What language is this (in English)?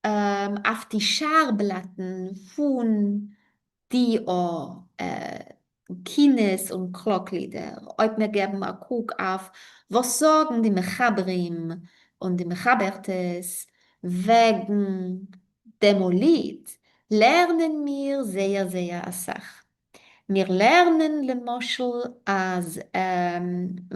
Yiddish